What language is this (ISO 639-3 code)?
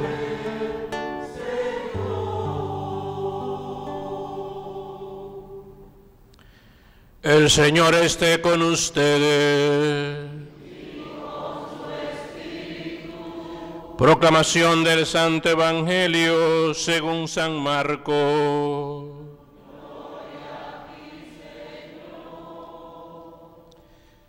spa